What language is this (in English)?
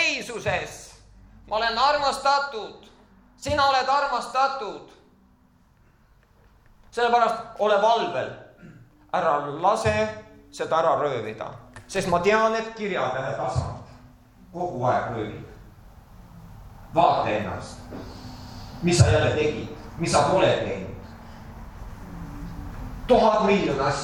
Estonian